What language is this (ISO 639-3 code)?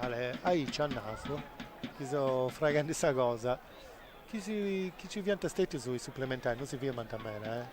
srd